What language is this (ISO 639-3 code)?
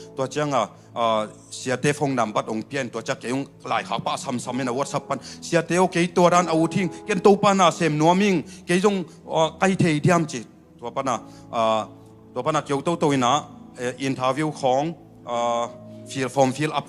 ctd